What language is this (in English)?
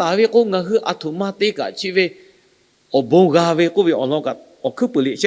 Lahu